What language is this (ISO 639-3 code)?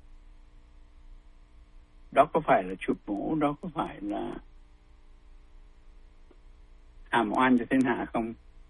vie